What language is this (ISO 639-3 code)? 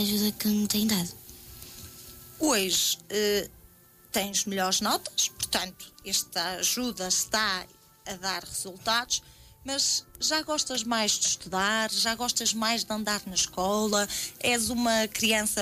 por